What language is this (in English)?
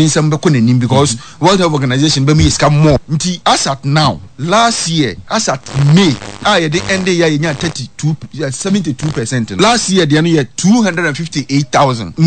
Akan